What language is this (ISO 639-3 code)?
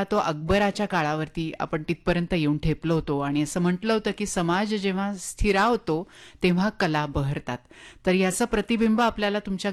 mar